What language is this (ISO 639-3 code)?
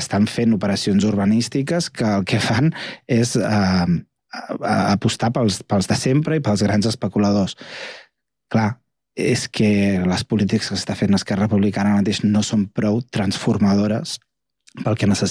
cat